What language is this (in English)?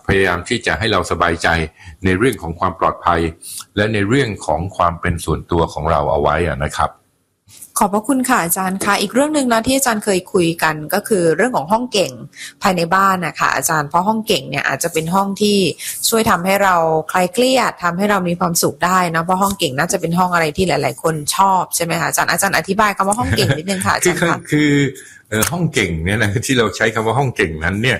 Thai